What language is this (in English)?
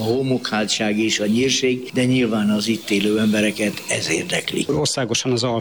Hungarian